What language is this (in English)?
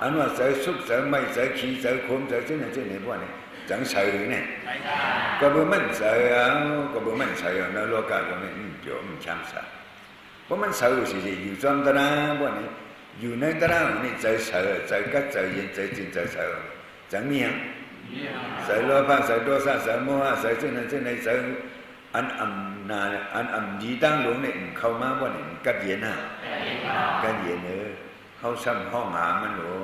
Shan